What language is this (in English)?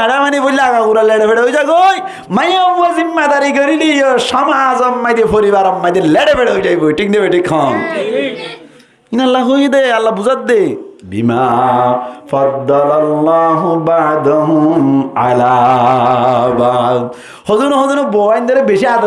Rohingya